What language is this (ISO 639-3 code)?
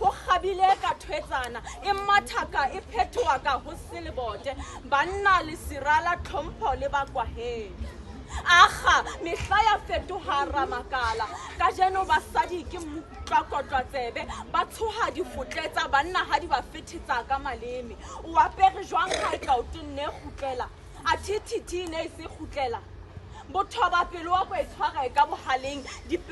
sot